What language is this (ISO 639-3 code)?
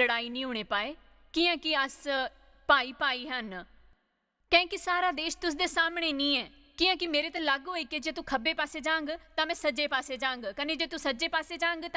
doi